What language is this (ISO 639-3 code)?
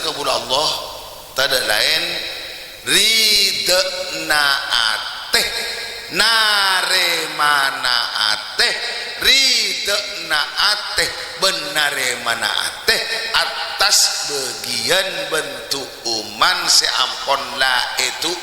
mad